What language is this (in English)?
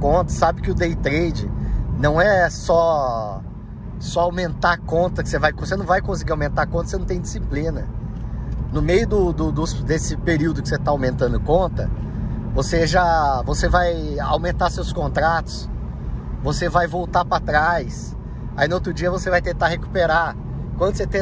Portuguese